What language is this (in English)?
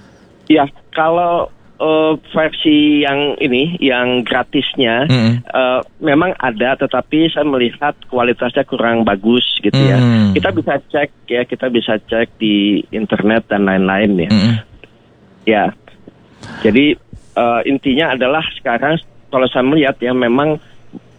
Indonesian